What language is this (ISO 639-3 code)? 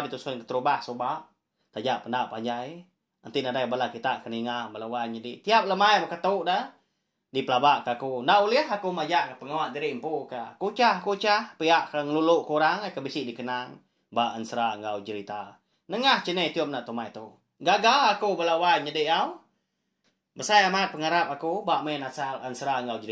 iba